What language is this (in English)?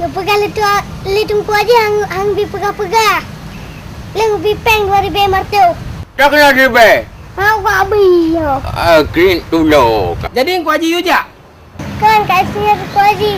Achinese